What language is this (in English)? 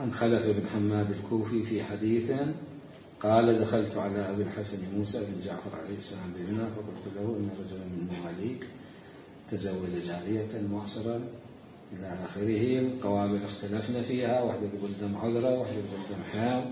Mesopotamian Arabic